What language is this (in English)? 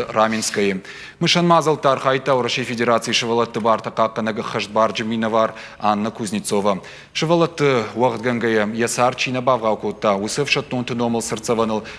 Ossetic